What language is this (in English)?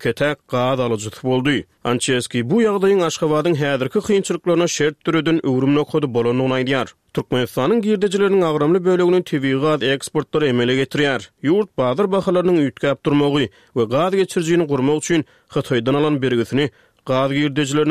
Turkmen